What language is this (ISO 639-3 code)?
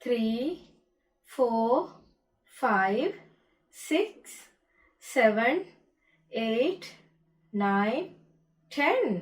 div